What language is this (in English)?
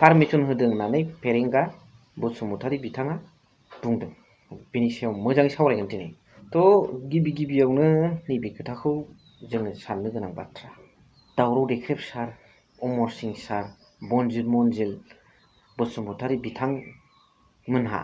Bodo